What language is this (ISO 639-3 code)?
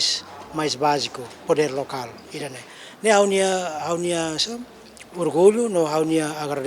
tet